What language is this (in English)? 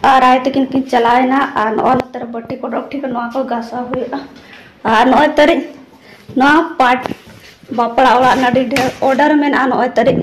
Santali